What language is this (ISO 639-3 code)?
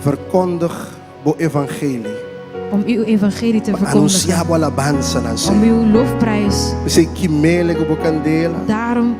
pap